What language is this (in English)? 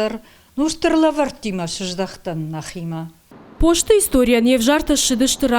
Ossetic